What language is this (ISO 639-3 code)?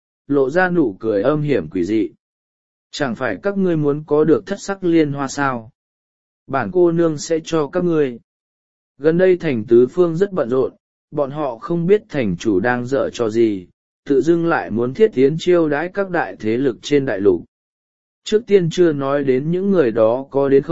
vie